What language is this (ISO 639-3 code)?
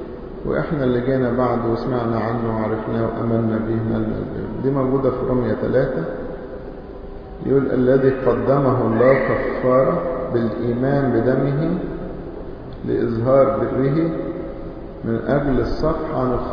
arz